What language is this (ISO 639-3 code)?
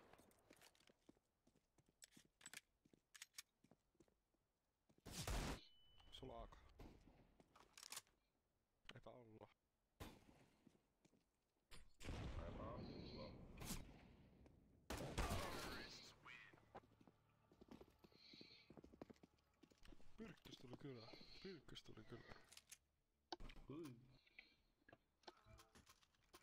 fin